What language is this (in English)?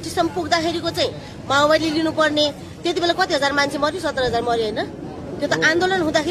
Nepali